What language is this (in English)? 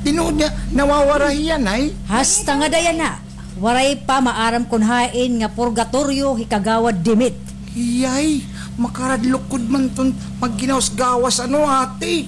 Waray